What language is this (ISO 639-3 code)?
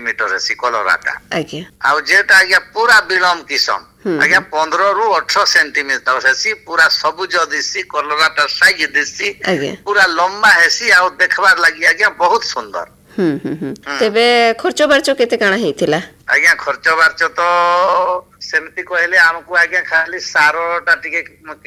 ori